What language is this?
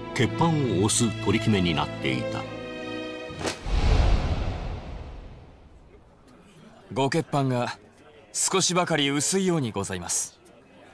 Japanese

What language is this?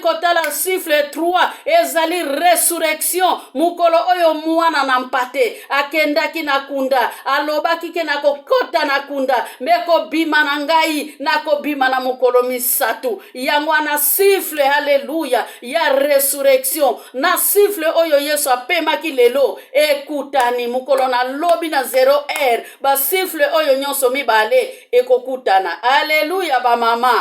Lingala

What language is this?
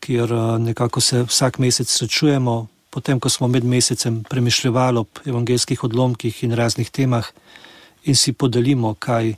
Slovenian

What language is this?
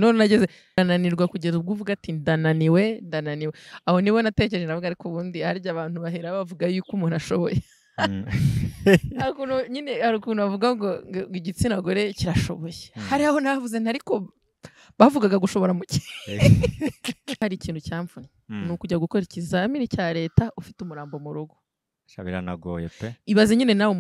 Kinyarwanda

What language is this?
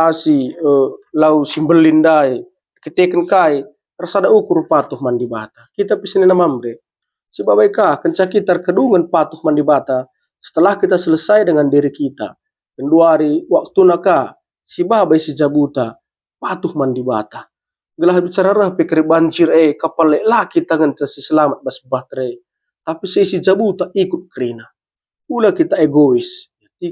Batak Karo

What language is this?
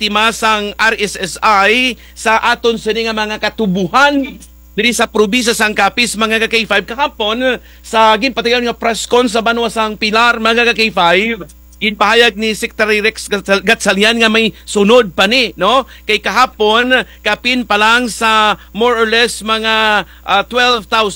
Kinaray-a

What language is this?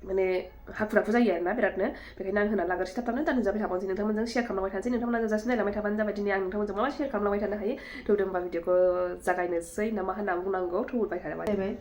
Bodo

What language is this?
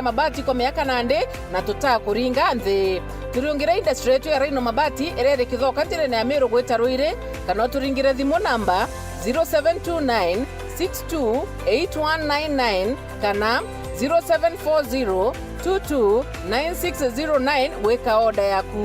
Meru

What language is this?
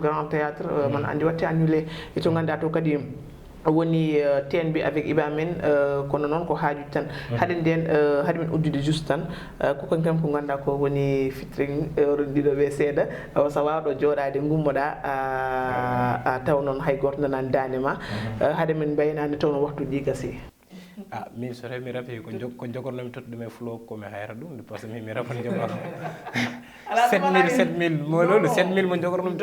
Fula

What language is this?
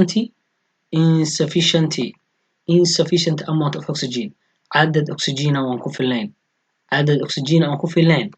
Somali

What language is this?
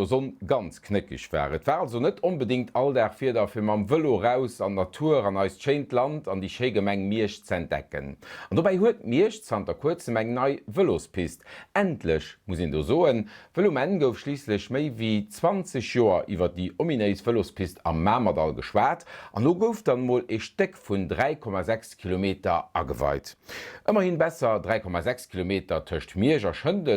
Luxembourgish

